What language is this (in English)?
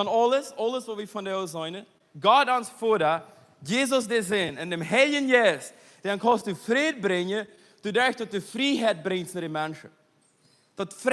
Plautdietsch